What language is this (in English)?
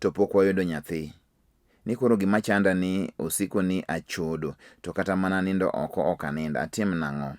Luo (Kenya and Tanzania)